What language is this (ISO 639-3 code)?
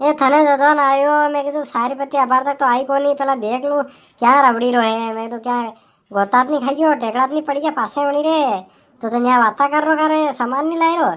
raj